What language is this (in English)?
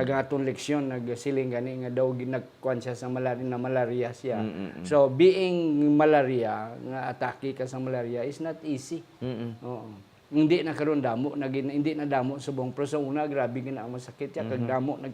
Hiligaynon